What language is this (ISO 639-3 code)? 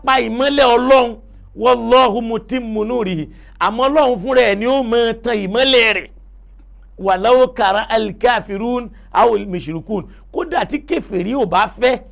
yor